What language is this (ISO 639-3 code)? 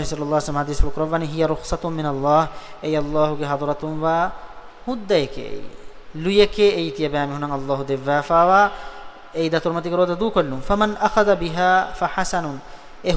div